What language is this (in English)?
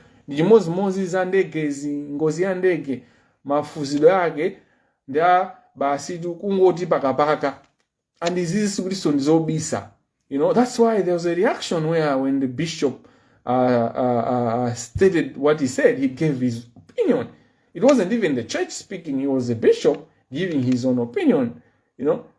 Nyanja